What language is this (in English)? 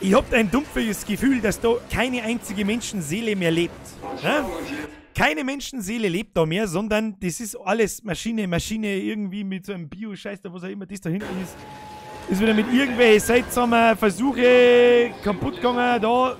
Bavarian